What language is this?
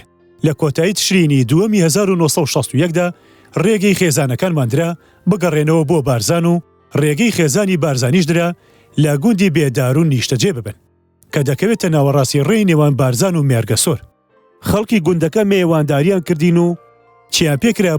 Central Kurdish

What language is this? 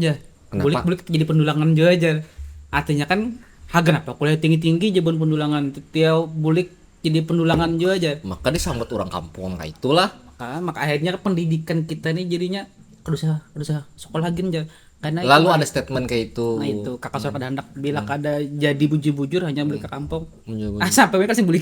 Banjar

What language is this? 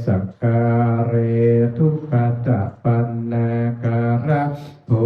Pali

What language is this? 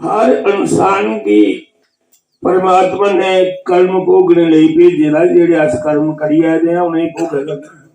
Dogri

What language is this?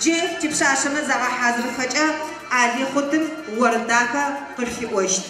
Adyghe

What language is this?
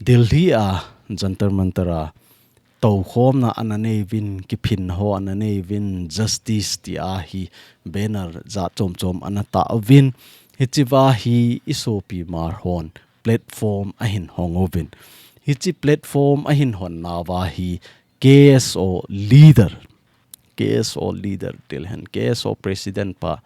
Thado Chin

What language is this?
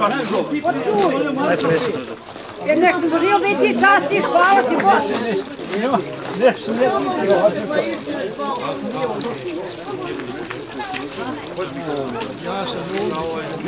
Bosnian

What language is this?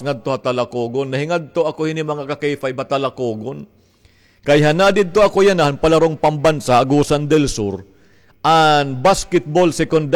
Waray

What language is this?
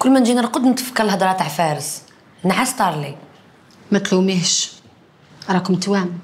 Algerian Arabic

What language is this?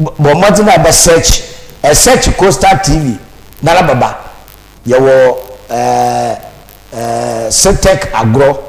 Akan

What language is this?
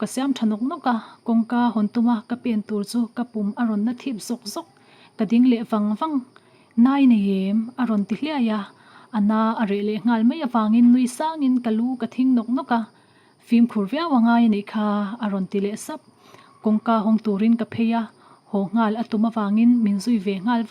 Mizo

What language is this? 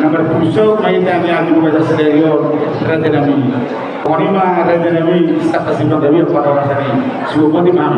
Batak Toba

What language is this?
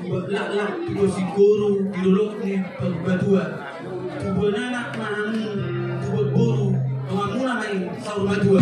Batak Toba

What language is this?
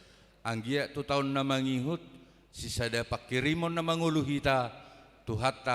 Batak Toba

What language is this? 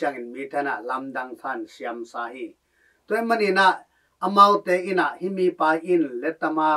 Tedim Chin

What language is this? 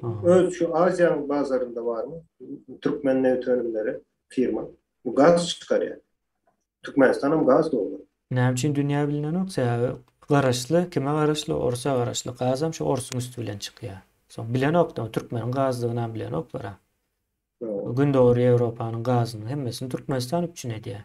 Turkmen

